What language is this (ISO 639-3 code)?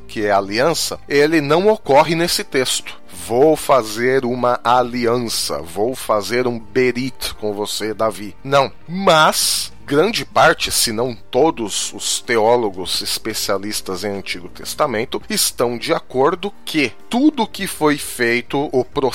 por